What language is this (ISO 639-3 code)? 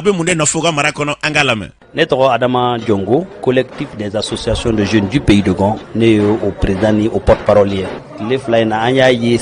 bam